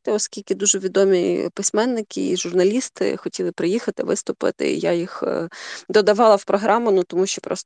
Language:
Ukrainian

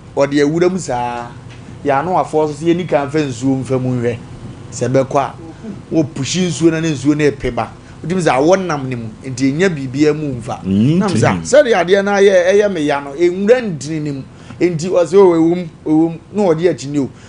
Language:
Akan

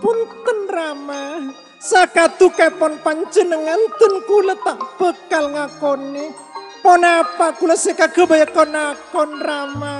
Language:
Madurese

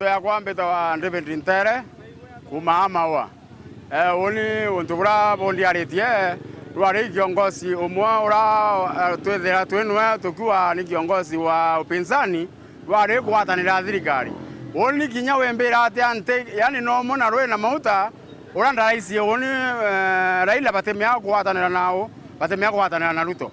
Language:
Meru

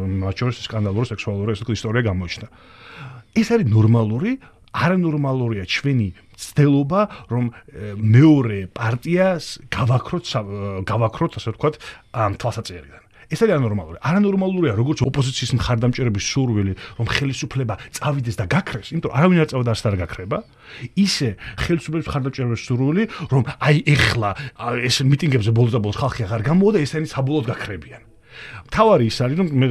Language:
Georgian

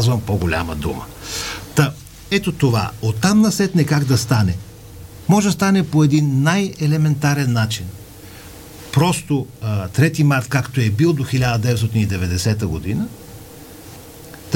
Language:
Bulgarian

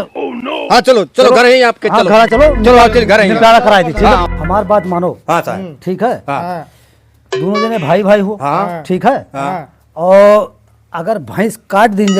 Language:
Awadhi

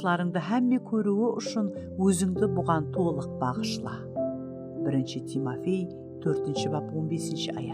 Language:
Kara-Kalpak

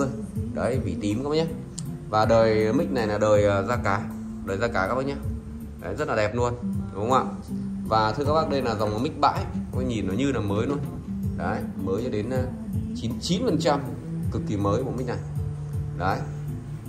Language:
Vietnamese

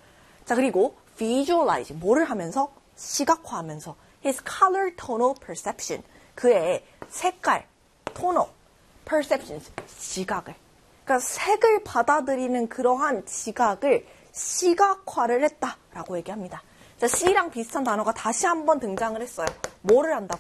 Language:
Korean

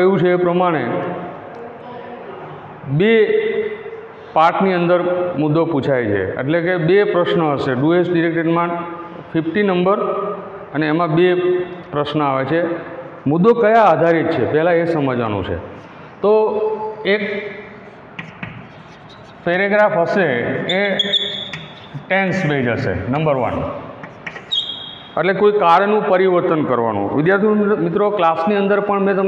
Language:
Gujarati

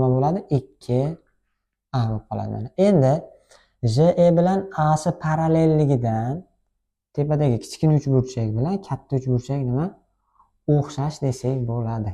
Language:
Uzbek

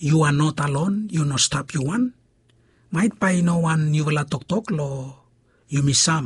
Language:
Bislama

